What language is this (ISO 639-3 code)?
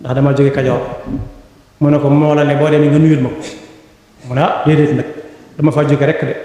wol